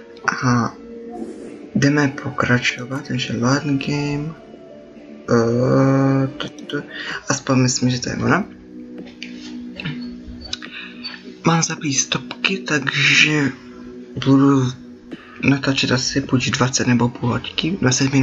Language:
Czech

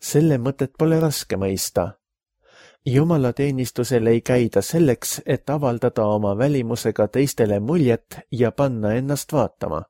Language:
Estonian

